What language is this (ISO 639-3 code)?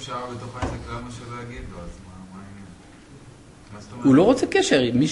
heb